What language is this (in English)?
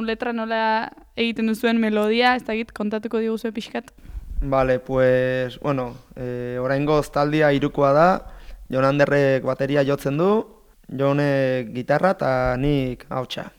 Basque